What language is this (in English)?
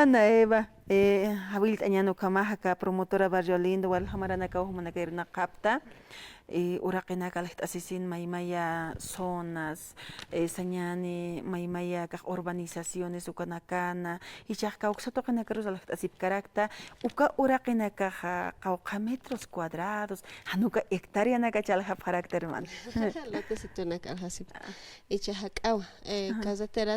Aymara